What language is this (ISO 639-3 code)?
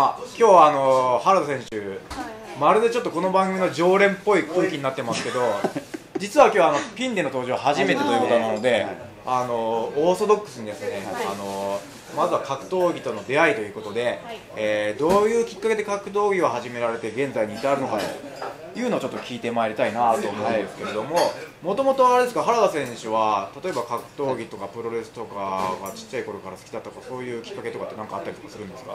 jpn